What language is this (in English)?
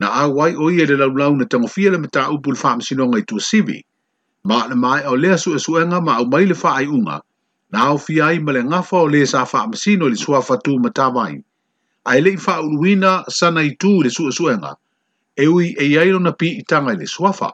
Samoan